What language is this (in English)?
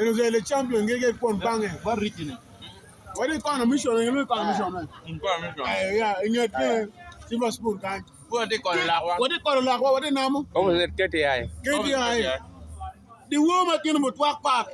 Acoli